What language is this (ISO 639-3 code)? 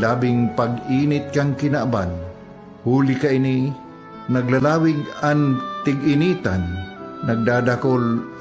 bik